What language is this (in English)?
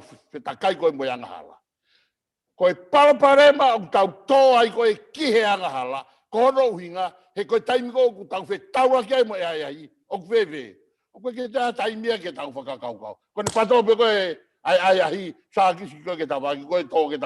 Tongan